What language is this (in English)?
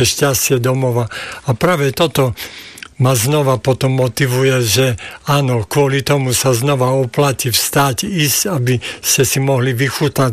Slovak